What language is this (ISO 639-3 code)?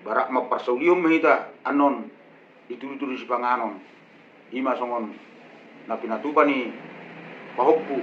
bbc